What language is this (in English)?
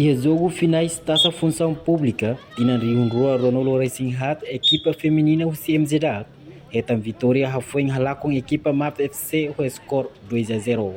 Tetum